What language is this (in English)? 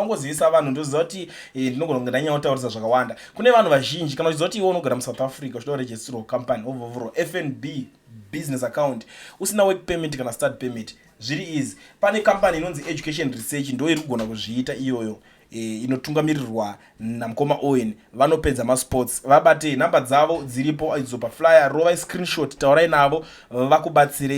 Shona